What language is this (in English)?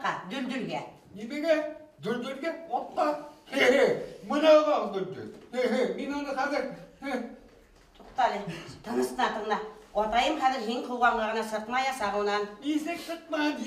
Bashkir